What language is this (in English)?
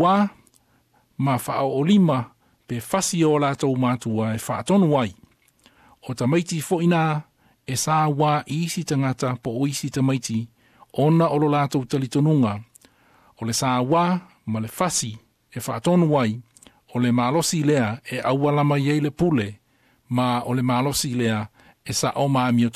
Samoan